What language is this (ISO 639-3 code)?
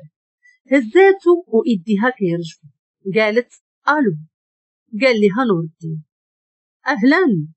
ary